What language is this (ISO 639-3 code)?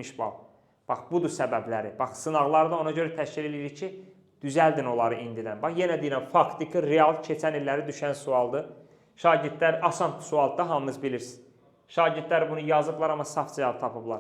aze